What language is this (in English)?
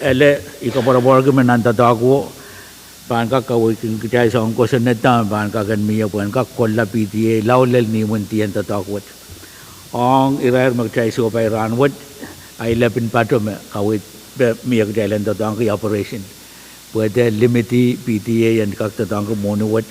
Pohnpeian